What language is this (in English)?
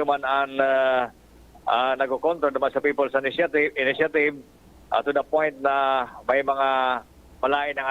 Bikol